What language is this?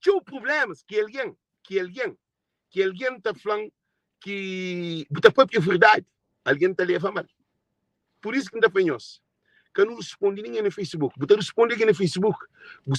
Kabuverdianu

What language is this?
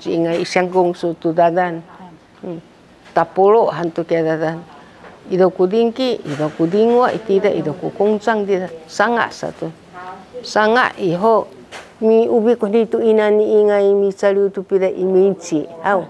Sakizaya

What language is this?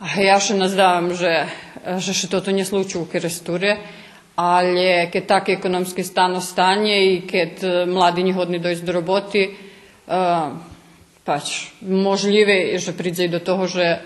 Rusyn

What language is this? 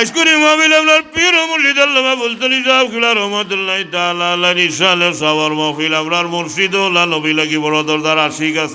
Sylheti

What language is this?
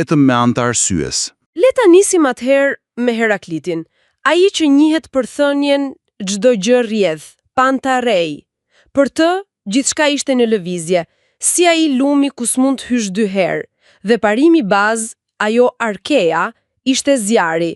Albanian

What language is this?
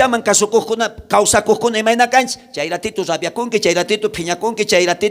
South Bolivian Quechua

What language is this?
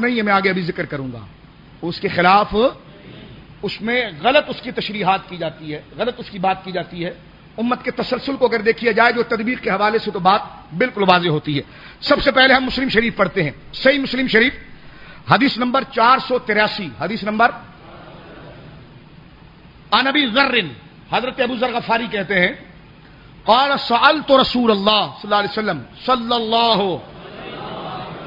Urdu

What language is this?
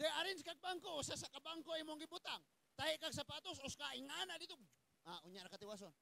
Cebuano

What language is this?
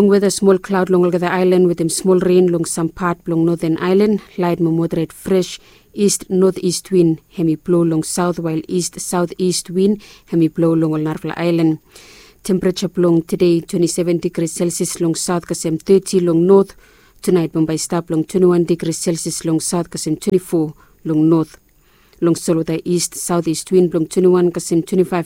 Bislama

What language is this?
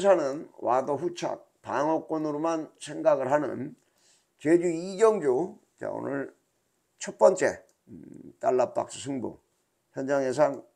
Korean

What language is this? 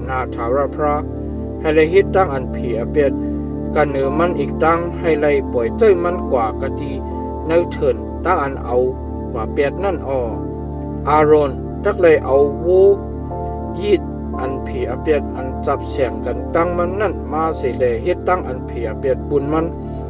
Shan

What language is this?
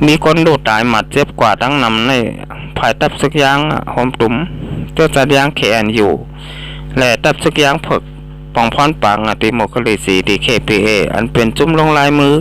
Shan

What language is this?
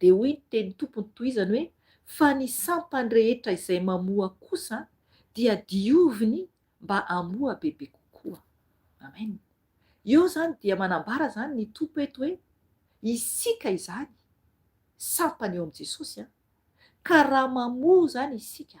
Malagasy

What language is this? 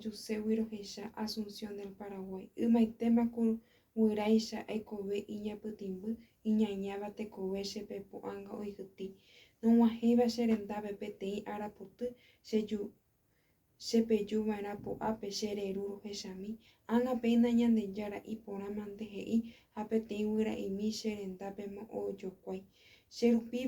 Guarani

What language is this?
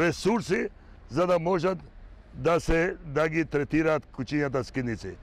Macedonian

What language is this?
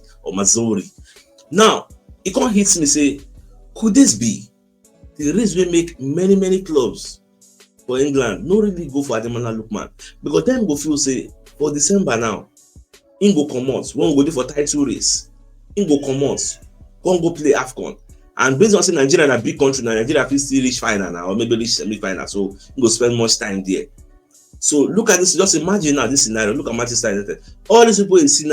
Nigerian Pidgin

